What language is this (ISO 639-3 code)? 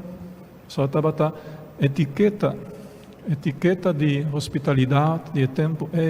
pap